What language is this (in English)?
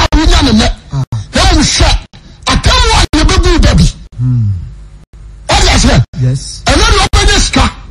Akan